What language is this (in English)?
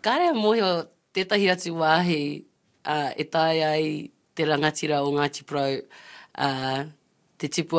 Māori